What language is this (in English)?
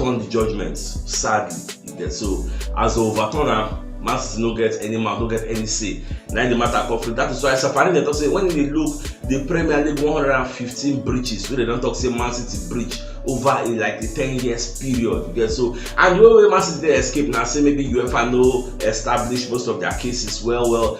Nigerian Pidgin